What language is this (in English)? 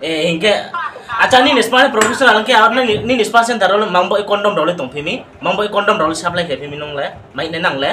Riang (India)